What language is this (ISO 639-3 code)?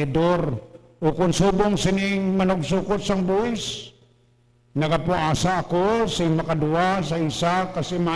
hil